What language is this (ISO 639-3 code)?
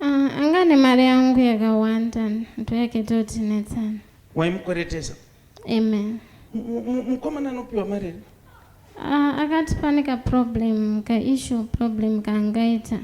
sna